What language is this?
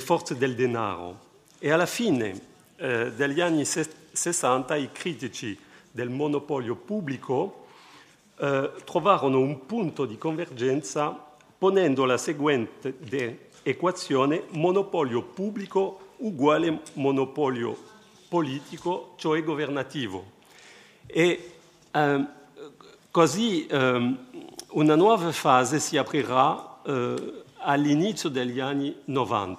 Italian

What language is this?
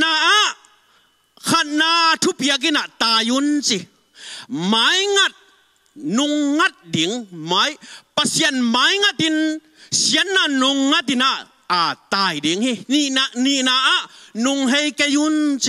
Tedim Chin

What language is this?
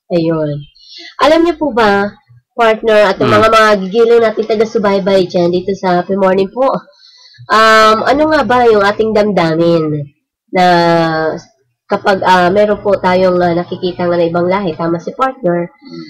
Filipino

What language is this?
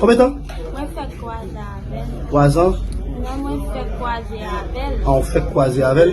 Haitian Creole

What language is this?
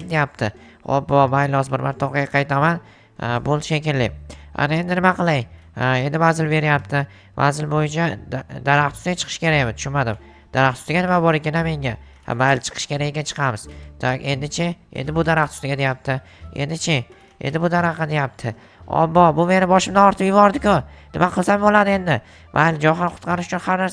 Uzbek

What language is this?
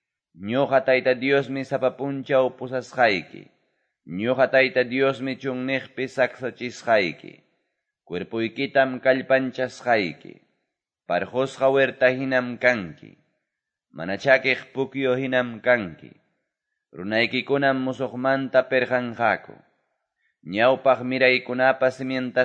Quechua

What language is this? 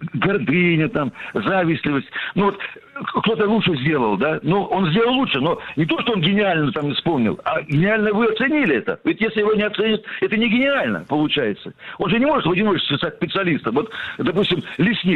Russian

